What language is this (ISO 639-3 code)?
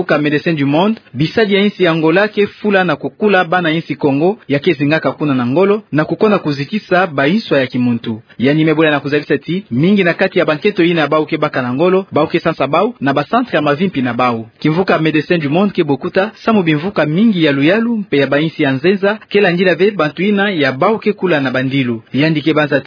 ktu